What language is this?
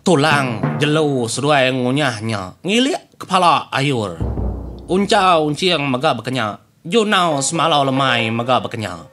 Iban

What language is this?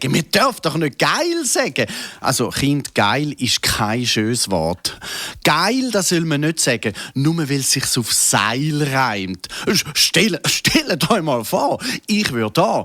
Swiss German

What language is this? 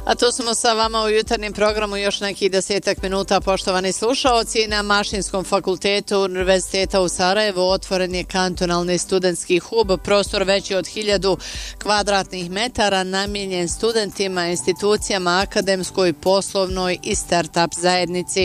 Bosnian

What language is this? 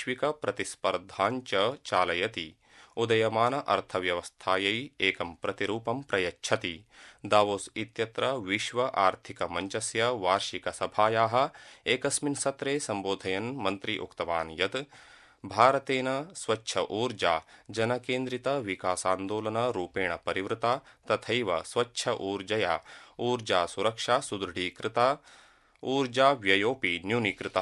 Sanskrit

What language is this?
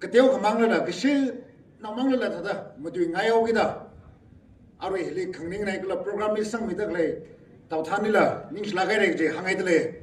Tangkhul Naga (India)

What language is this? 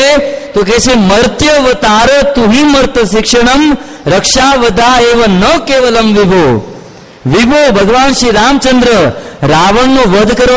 Gujarati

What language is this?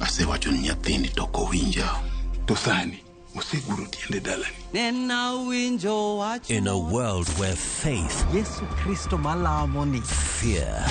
Luo (Kenya and Tanzania)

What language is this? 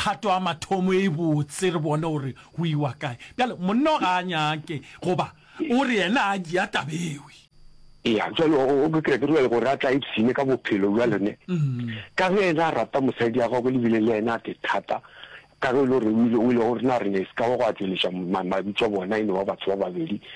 Northern Sotho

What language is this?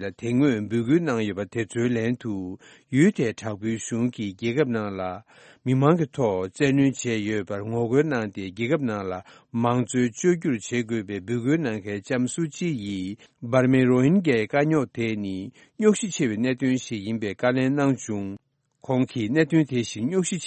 Tibetan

